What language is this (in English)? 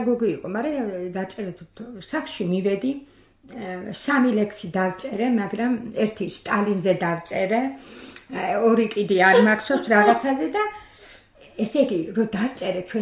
Georgian